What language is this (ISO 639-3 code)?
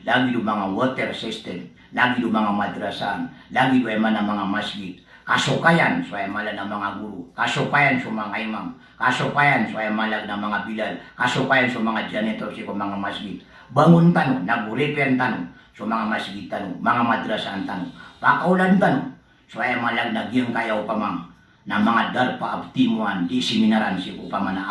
mrw